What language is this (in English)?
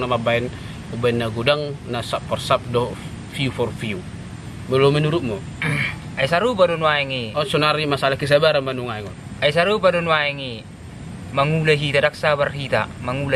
Batak Toba